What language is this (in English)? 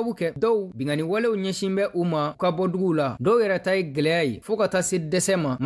Bambara